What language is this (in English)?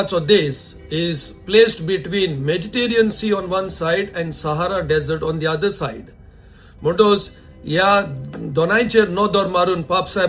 Konkani